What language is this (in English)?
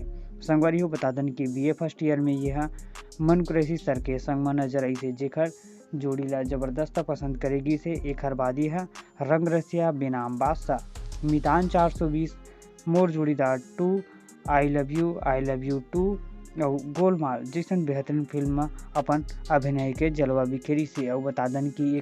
Chhattisgarhi